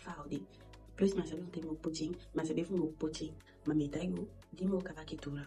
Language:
Eastern Maroon Creole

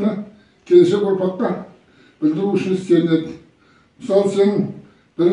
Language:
Kazakh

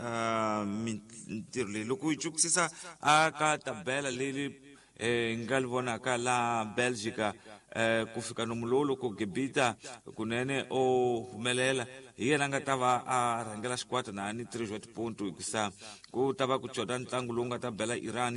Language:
Tsonga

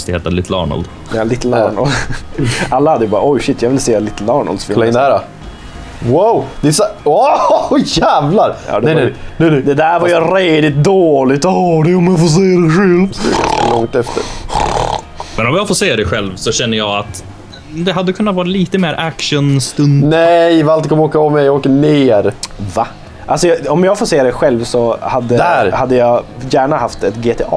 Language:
Swedish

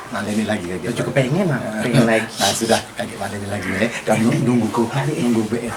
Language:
Musi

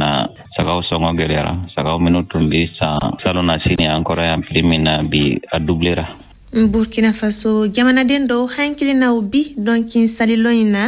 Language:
Bambara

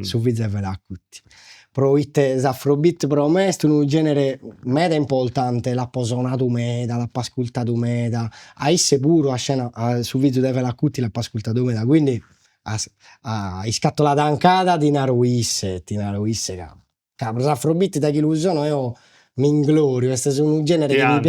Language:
Sardinian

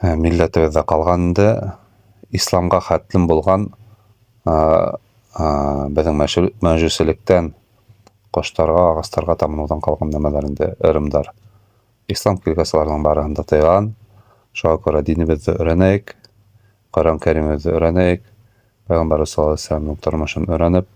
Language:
Bashkir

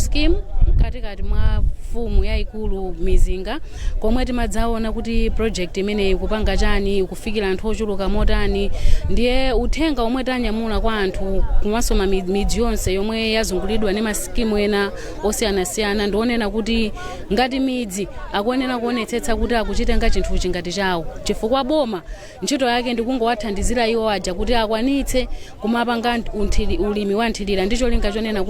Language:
Nyanja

